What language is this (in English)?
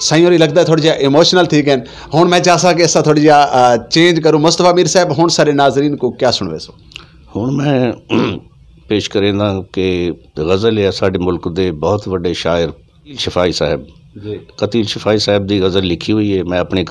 Saraiki